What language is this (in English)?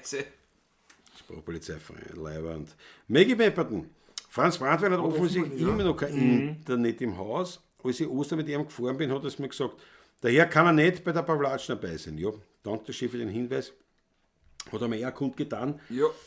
Bavarian